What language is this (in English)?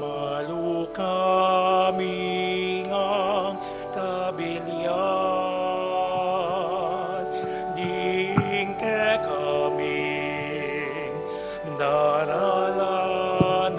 Pampanga